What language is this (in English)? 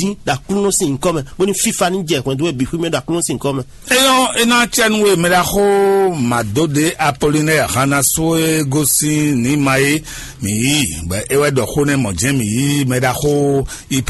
Fon